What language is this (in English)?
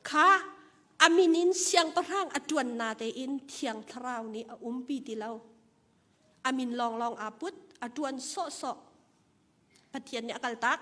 Hakha Chin